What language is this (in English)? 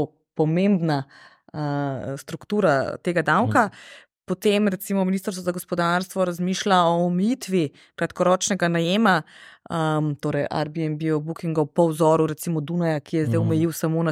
Slovenian